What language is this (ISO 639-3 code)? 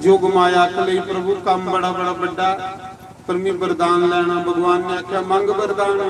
doi